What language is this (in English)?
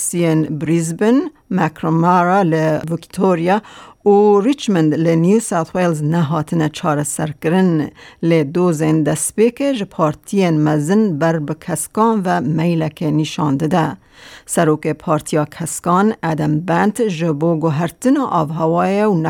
Kurdish